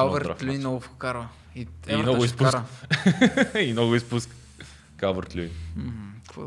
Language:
Bulgarian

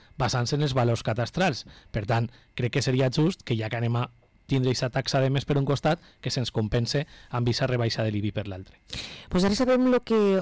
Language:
Catalan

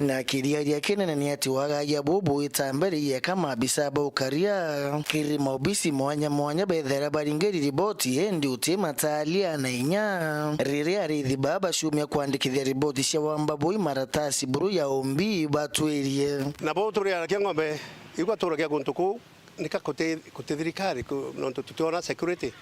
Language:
Meru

